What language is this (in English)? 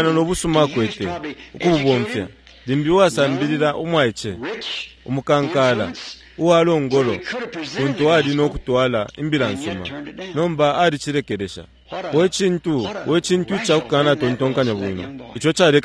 Bemba